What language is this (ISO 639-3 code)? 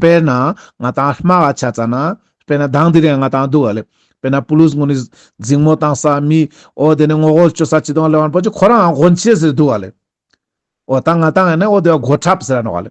lbj